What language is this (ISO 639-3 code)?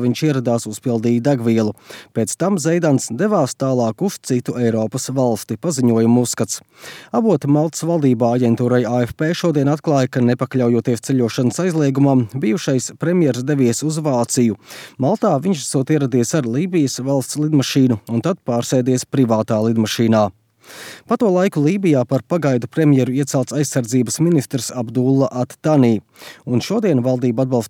lav